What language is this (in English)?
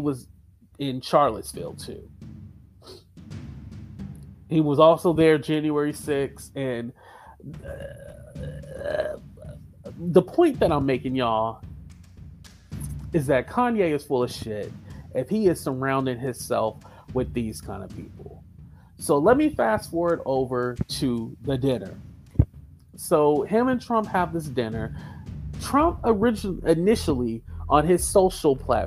English